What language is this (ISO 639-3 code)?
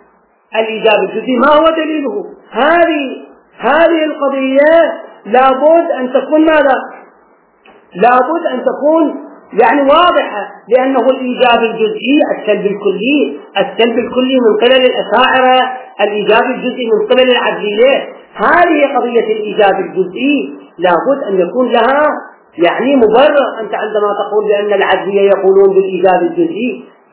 ara